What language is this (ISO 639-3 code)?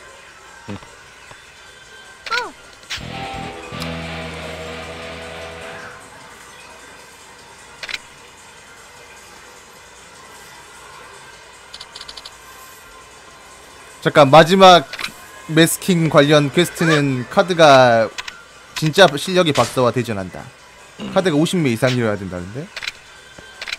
kor